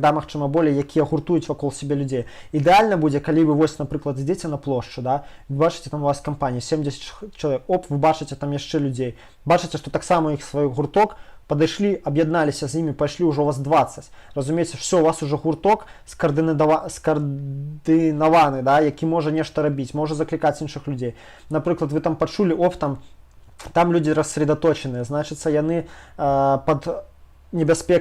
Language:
Belarusian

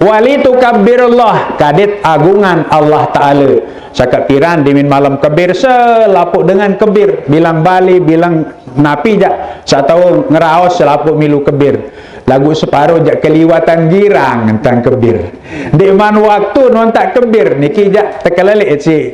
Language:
Sasak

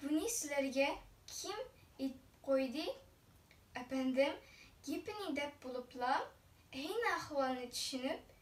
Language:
Uyghur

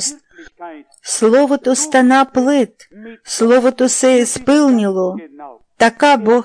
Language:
Bulgarian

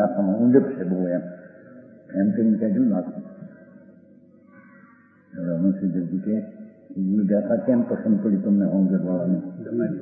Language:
Gujarati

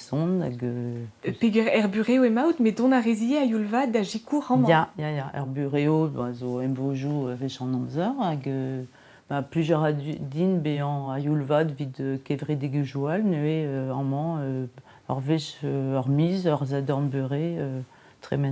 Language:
Breton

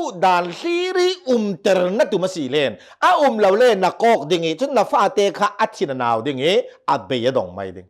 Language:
Hakha Chin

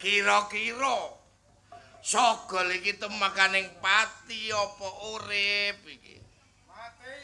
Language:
Javanese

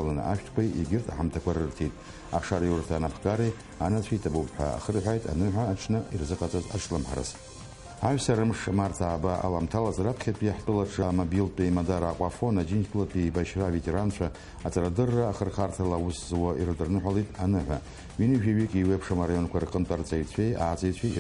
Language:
Abkhazian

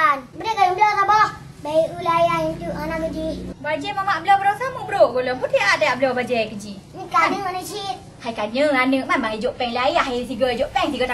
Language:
Achinese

